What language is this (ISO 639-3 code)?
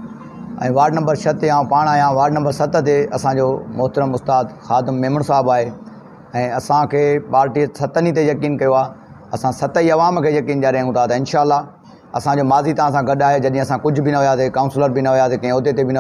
snd